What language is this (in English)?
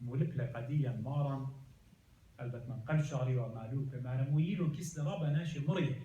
Assyrian Neo-Aramaic